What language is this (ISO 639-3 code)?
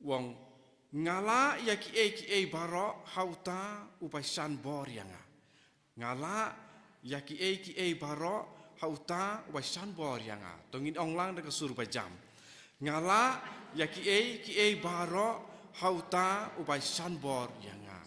kha